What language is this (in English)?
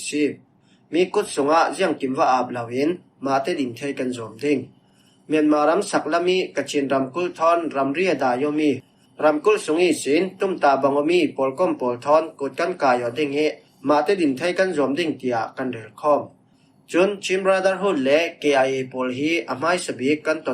Falam Chin